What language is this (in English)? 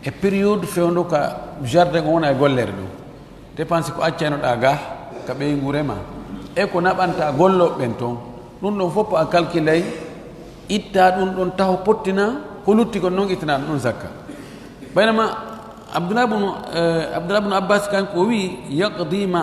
Fula